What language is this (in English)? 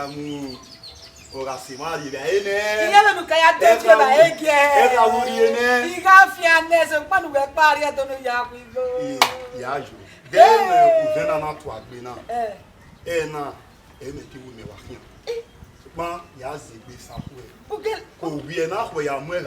Bini